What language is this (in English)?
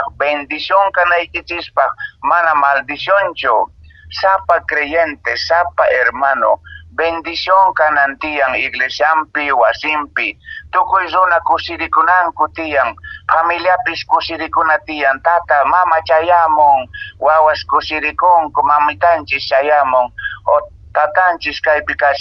Quechua